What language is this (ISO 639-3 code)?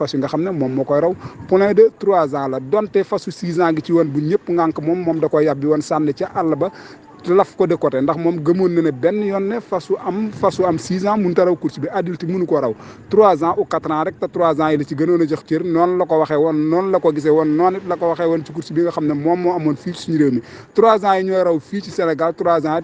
wol